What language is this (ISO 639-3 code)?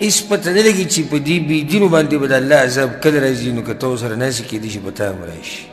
pus